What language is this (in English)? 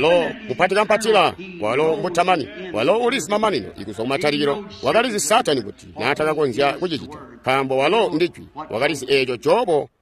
Tonga (Zambia)